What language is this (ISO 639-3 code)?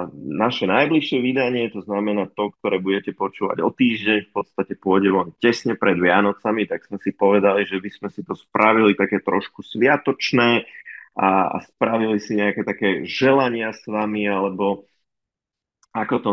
slk